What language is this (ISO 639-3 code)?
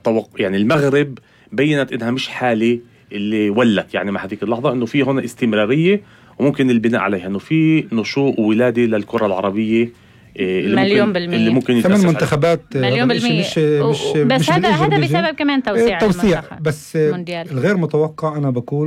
apc